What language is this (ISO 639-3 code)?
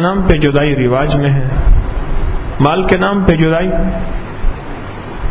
urd